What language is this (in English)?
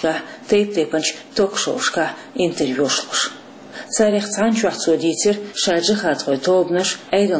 Chechen